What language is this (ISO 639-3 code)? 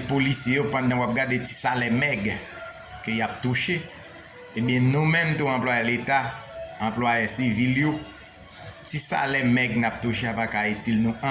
hat